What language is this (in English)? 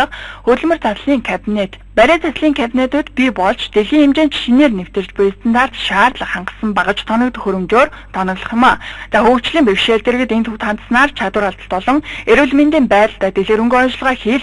Mongolian